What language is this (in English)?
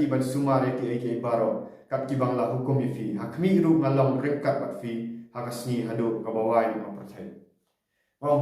Khasi